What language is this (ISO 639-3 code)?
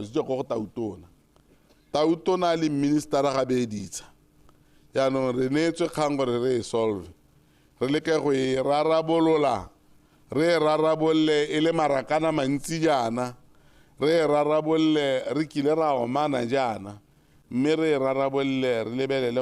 tsn